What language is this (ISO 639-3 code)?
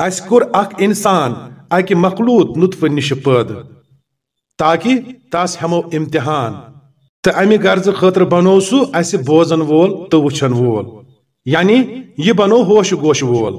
kas